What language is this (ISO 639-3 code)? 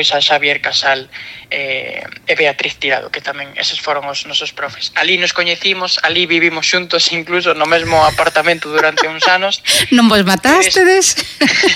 glg